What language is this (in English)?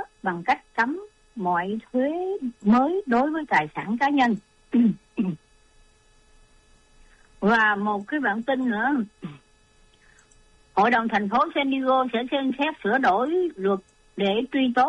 Vietnamese